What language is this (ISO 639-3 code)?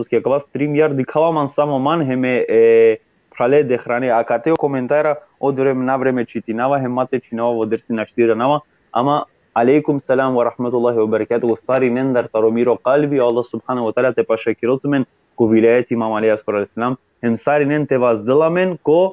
rmn